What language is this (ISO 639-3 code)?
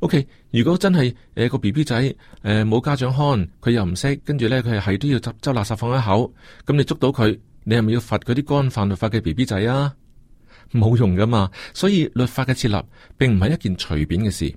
yue